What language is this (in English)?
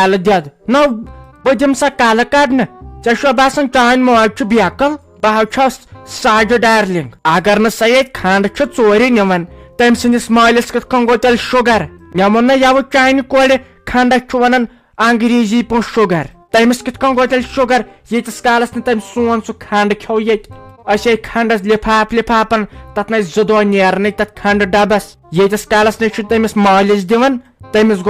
Kashmiri